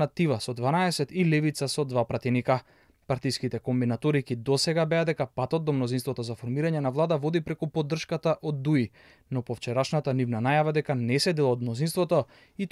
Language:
Macedonian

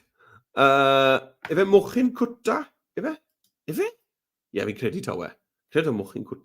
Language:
Welsh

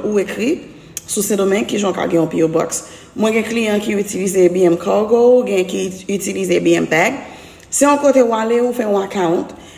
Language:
Haitian Creole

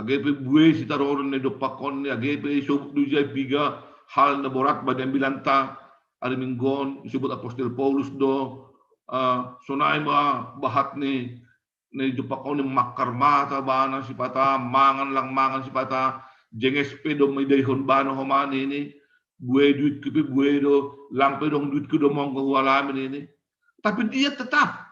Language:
Batak Simalungun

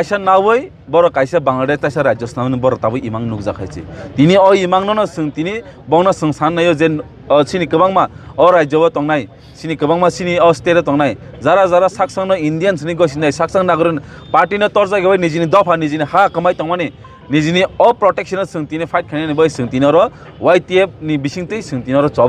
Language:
Kok Borok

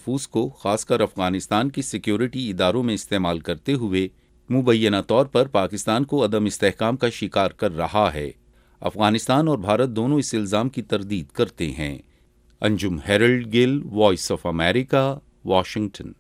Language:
Urdu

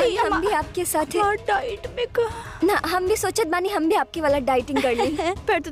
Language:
Bhojpuri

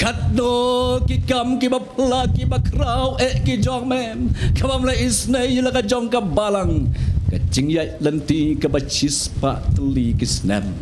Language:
Khasi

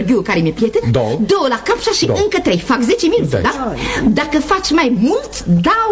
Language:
Romanian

